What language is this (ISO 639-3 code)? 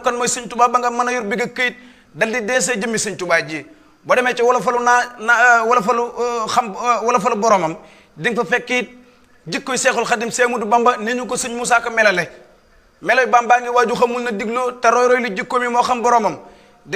wol